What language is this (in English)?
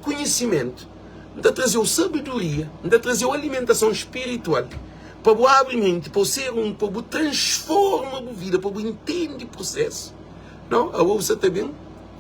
Kabuverdianu